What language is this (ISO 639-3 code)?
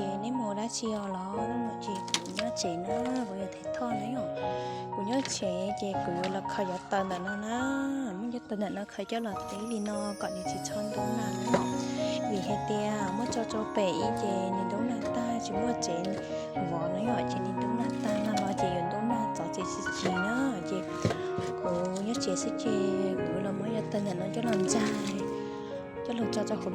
hmn